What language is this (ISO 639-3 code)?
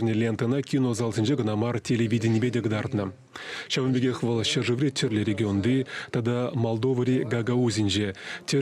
chv